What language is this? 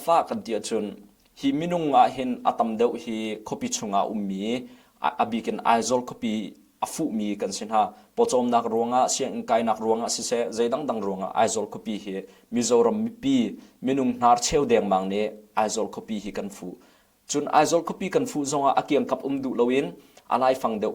Hakha Chin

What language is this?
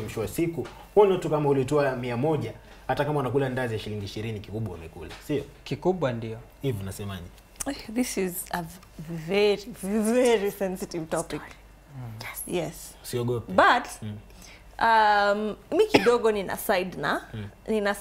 Swahili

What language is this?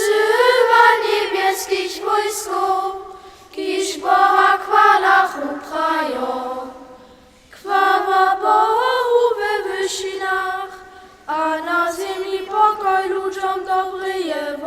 Upper Sorbian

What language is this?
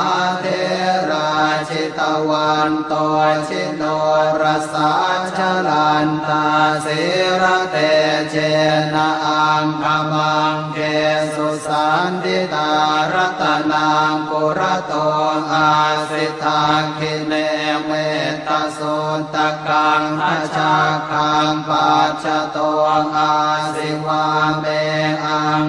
Pali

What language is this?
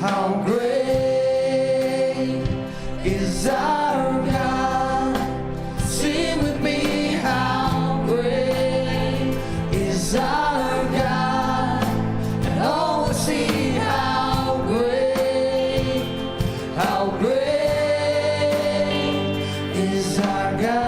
Tangkhul Naga (India)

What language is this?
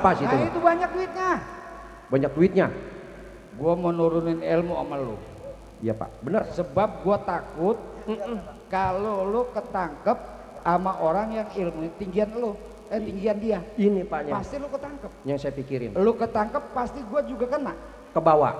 Betawi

